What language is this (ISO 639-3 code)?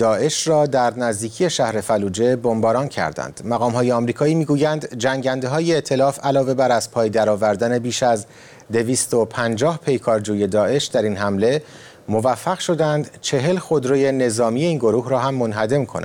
fas